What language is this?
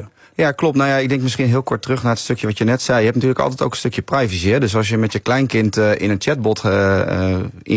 Dutch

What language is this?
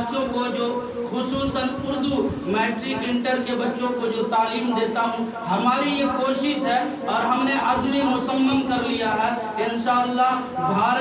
Urdu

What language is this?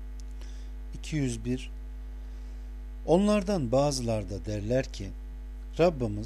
Turkish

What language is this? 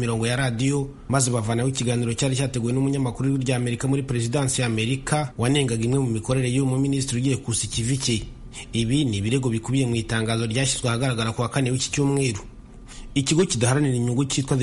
Kinyarwanda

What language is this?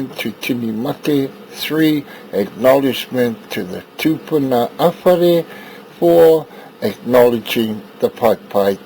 Māori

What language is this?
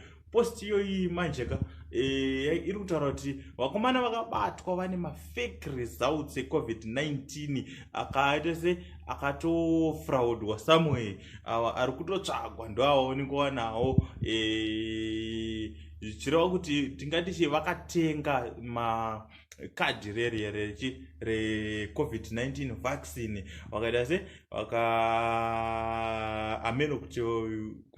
Shona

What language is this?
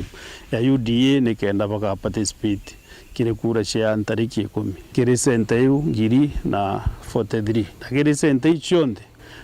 Meru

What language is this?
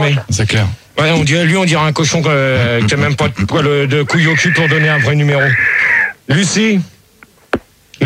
French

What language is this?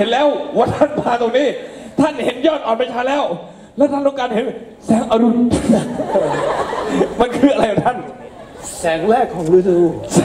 Thai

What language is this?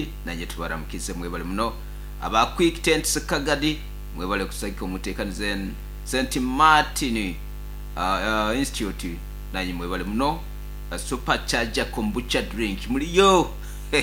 Nyoro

